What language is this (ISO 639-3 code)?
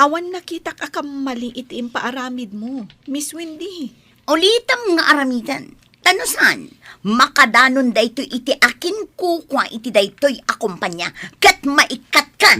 ilo